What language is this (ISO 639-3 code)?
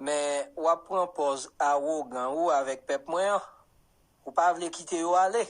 hat